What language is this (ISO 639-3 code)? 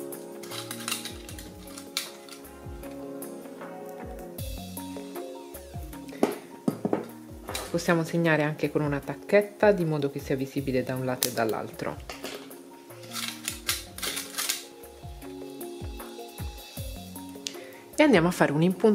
ita